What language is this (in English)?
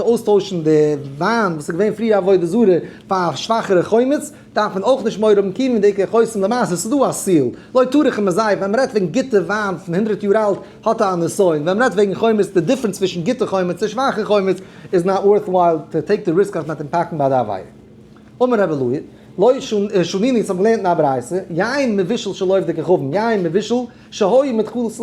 Yiddish